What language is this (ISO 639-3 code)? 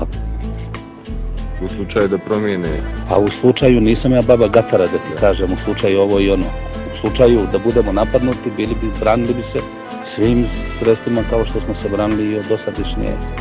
bos